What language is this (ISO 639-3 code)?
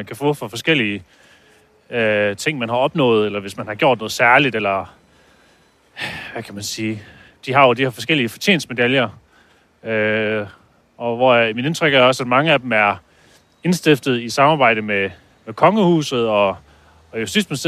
dan